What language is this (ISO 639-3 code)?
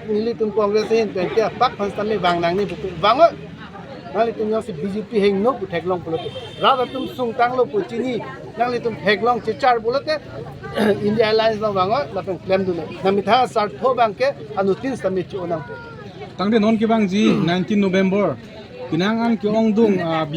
mjw